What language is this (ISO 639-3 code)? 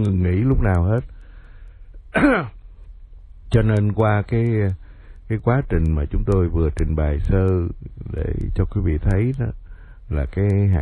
vie